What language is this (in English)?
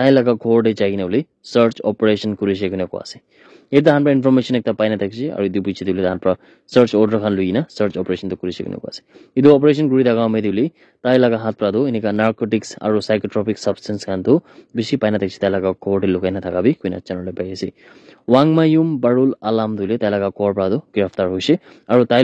Naga Pidgin